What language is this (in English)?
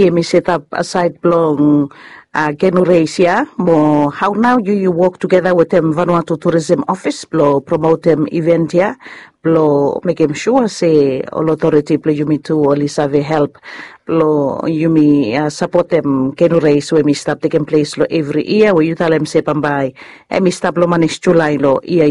Bislama